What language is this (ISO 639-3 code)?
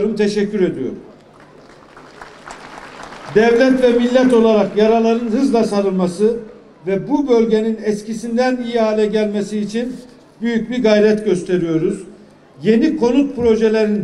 tur